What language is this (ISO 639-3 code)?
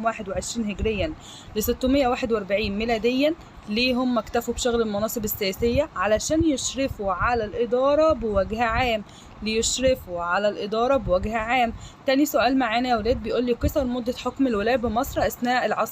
arz